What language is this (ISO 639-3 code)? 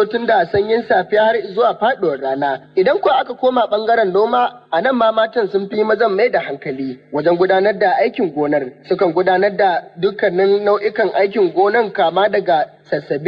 hau